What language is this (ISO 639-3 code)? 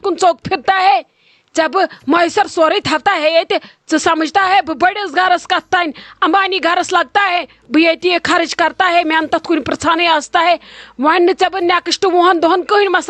kas